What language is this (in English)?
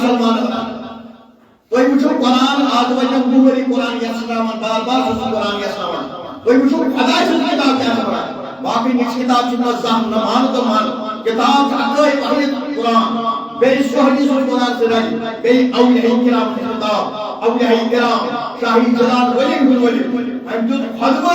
Kashmiri